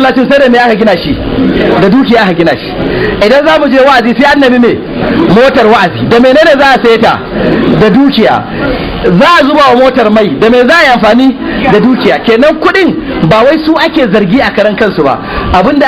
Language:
Hausa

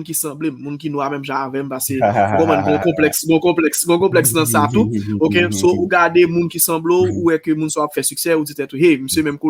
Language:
Haitian Creole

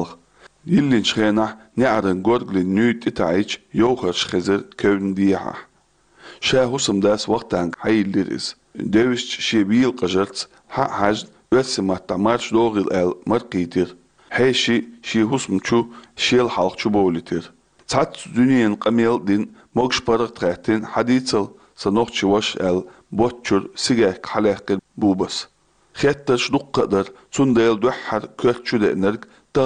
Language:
Chechen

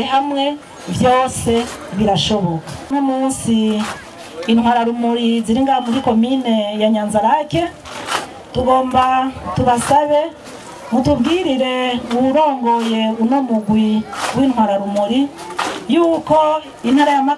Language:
Rundi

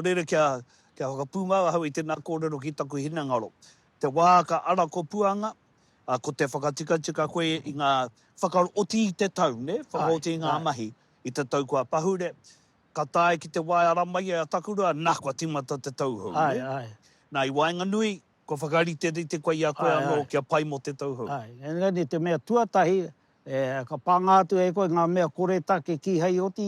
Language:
Māori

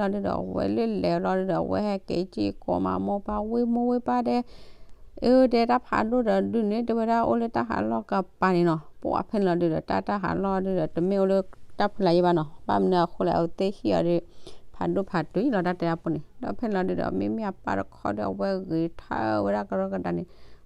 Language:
S'gaw Karen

